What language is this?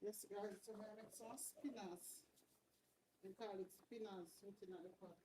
Jamaican Creole English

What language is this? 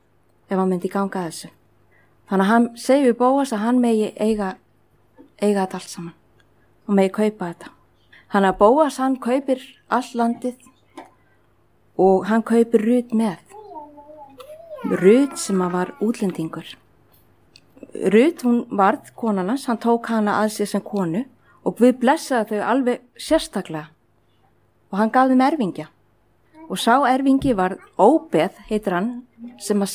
Icelandic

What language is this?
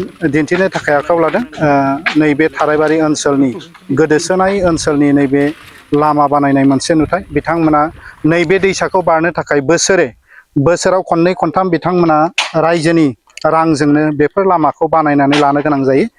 Bodo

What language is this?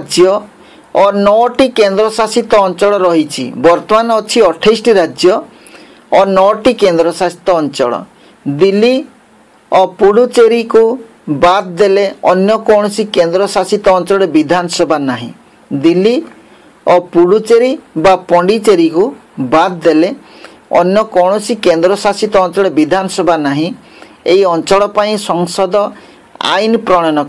Odia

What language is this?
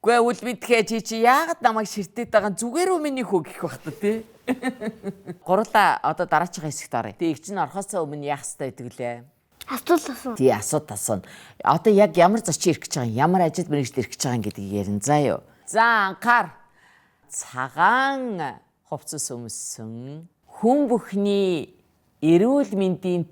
Mongolian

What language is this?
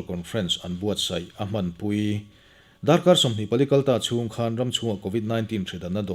Mizo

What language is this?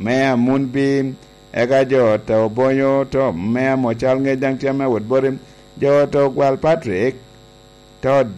Lango (Uganda)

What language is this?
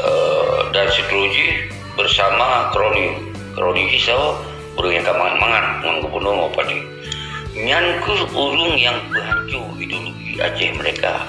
Achinese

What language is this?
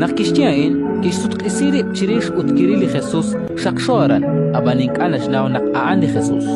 Kekchí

